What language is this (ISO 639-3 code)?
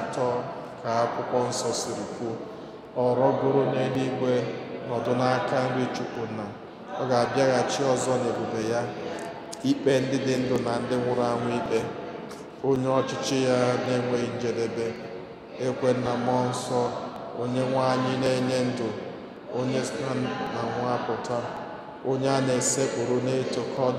ibo